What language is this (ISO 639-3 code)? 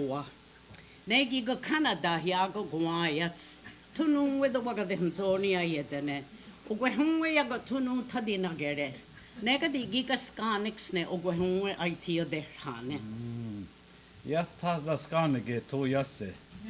moh